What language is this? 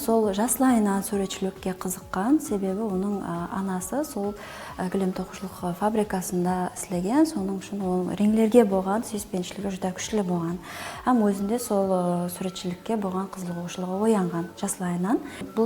Kara-Kalpak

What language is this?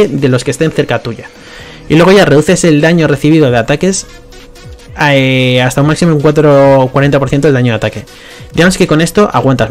Spanish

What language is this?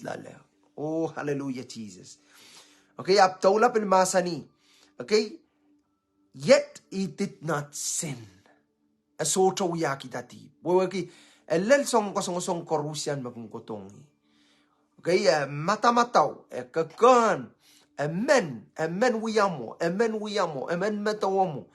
Pohnpeian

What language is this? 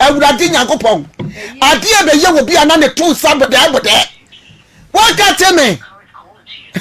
Akan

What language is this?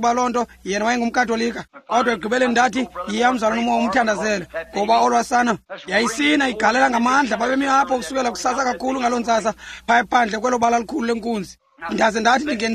Xhosa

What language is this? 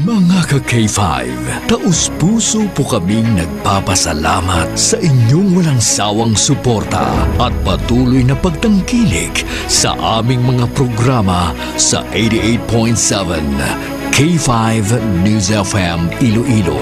Hiligaynon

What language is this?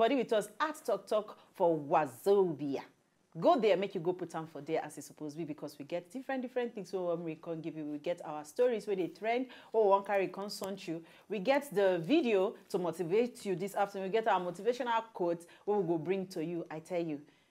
Nigerian Pidgin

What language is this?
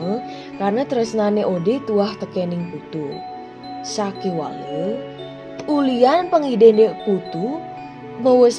Balinese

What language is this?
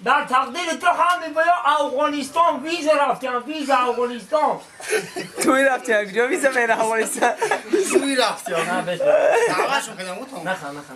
Tajik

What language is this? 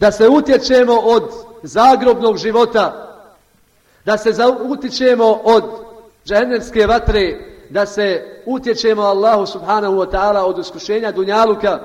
Bosnian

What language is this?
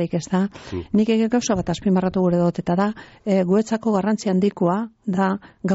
Basque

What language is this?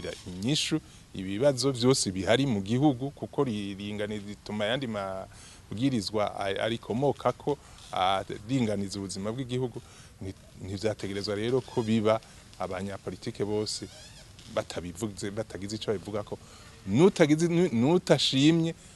Rundi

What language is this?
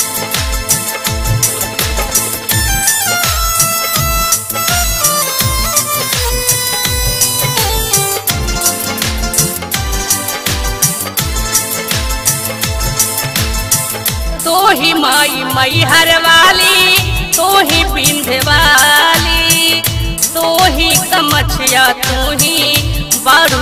Bhojpuri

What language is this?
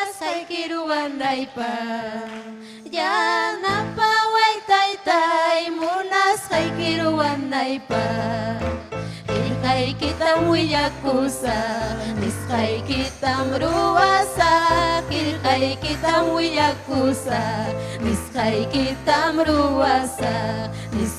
Ayacucho Quechua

